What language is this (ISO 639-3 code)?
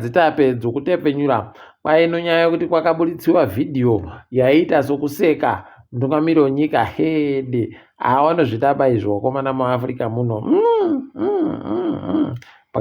ndc